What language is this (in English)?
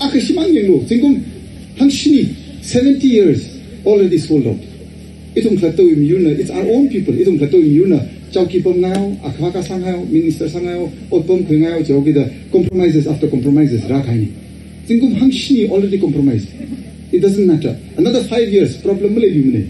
Tangkhul Naga (India)